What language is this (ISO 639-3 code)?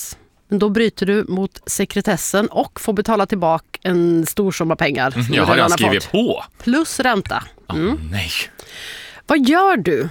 swe